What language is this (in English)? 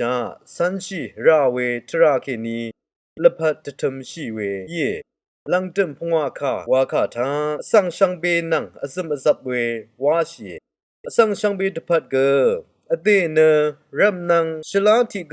Rawang